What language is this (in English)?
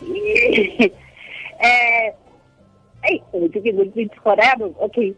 Tswana